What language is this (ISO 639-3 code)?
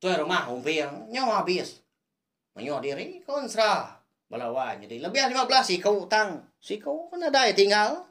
iba